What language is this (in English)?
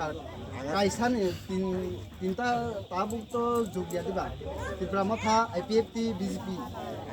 Riang (India)